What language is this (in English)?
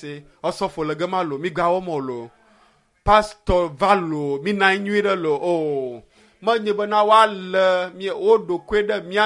Ewe